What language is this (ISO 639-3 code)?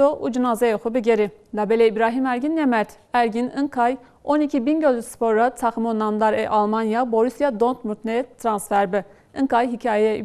zza